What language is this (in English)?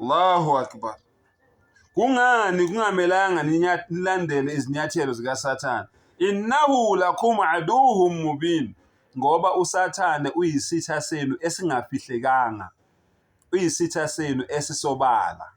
Zulu